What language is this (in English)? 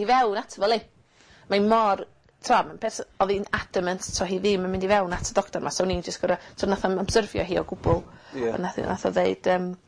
Welsh